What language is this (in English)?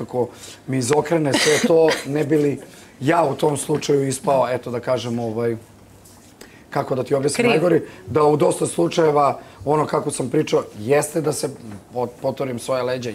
Serbian